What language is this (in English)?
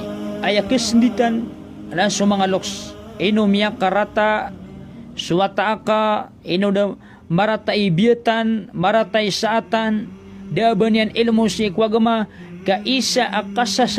Maranao